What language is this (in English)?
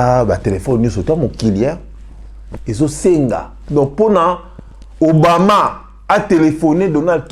Lingala